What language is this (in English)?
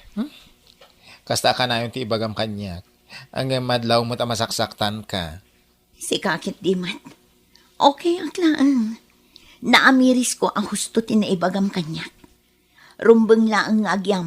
Iloko